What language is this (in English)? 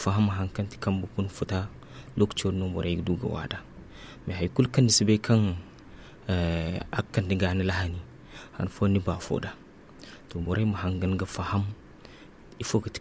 Zarma